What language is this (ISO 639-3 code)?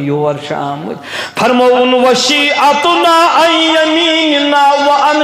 kas